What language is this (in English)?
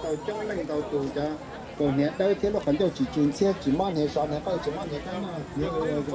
Hmong